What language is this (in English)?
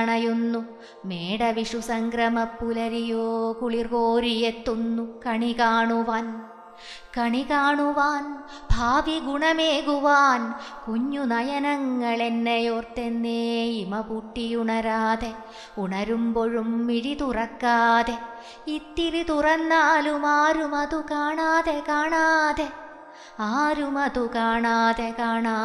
Malayalam